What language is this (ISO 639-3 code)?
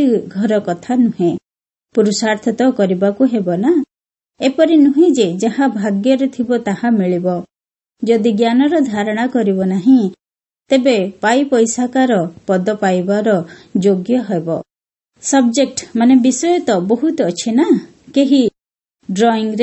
ori